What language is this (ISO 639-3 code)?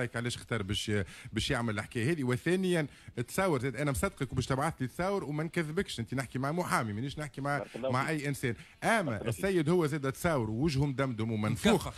aeb